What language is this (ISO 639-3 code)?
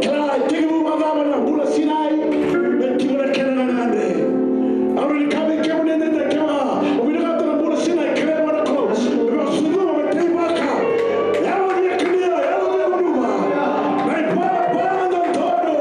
fij